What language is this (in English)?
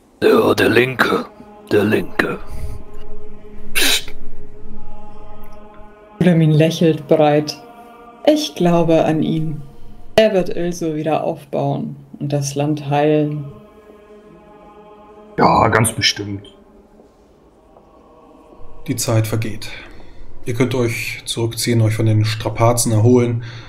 German